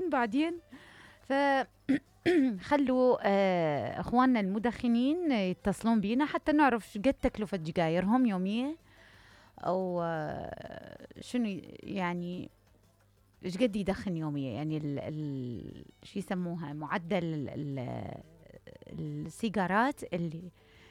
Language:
Mesopotamian Arabic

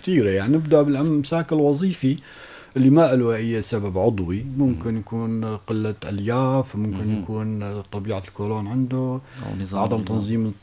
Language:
North Levantine Arabic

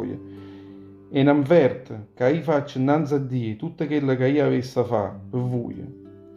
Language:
Neapolitan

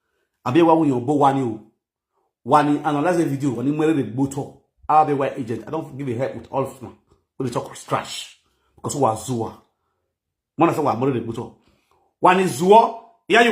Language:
Nigerian Pidgin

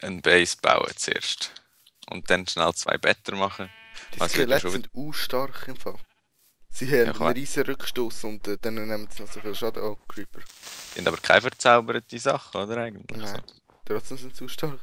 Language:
Swiss German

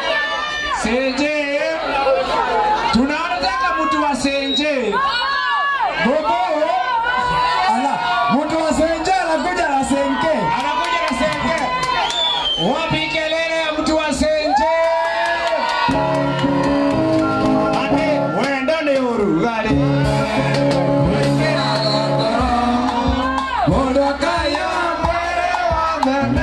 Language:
Swahili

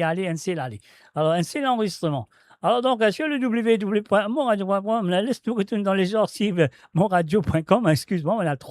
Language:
Morisyen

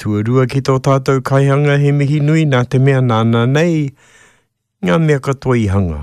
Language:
Māori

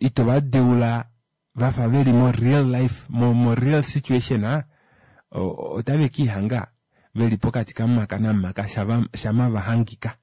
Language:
Kuanyama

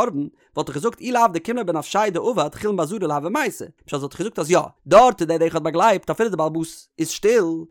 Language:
Yiddish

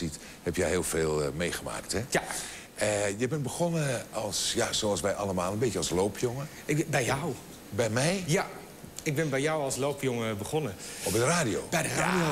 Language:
Dutch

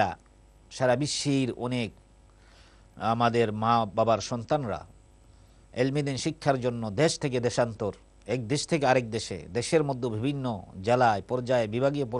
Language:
Bangla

